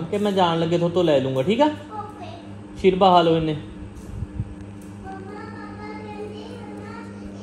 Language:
Punjabi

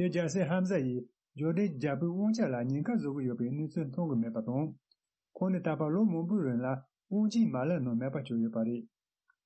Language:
Tibetan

